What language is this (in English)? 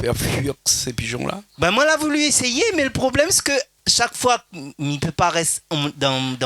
Réunion Creole French